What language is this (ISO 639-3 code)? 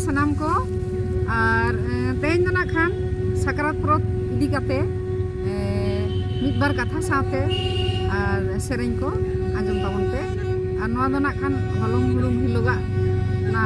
sat